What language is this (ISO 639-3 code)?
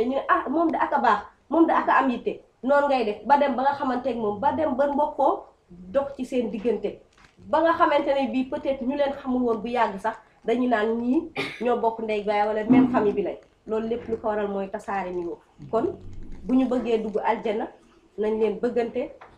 wol